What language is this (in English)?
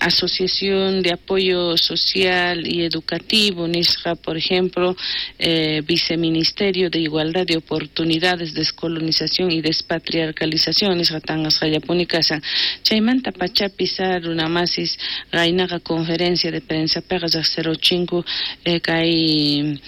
South Bolivian Quechua